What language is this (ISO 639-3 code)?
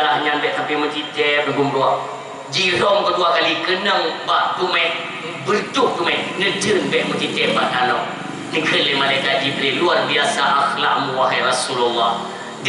ace